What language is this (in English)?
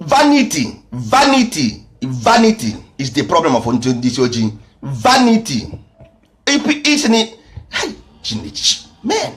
Igbo